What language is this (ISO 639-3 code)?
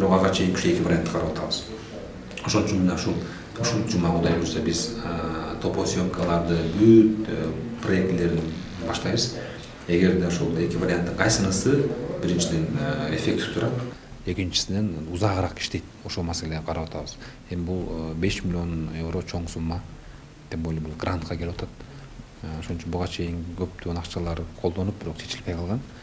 kir